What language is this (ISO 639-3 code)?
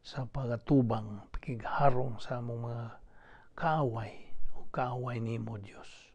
ceb